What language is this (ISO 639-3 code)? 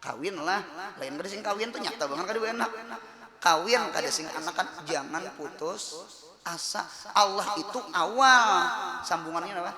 bjn